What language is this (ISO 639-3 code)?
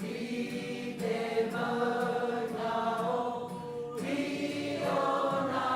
mri